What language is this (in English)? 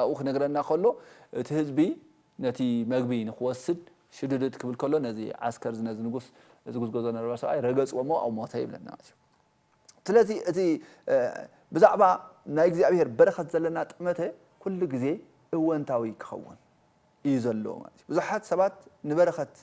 Tigrinya